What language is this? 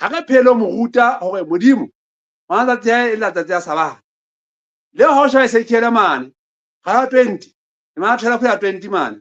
Southern Sotho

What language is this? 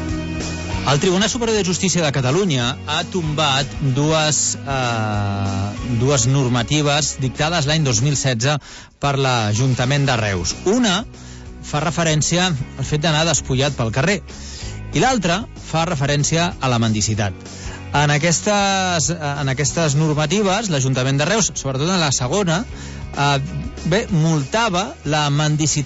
Catalan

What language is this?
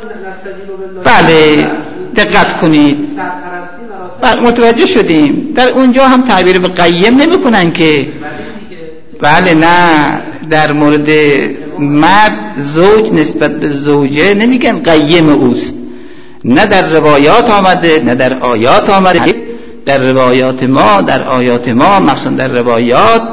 Persian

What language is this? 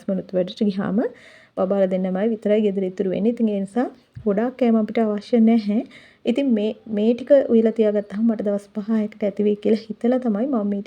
Sinhala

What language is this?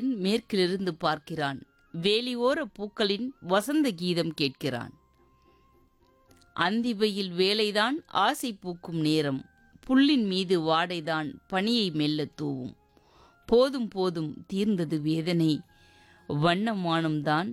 Tamil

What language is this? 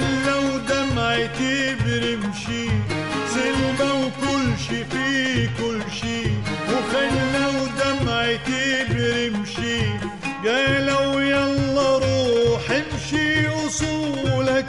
Mesopotamian Arabic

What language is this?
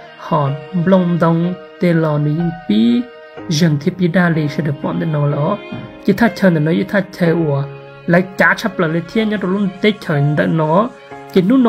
Hmong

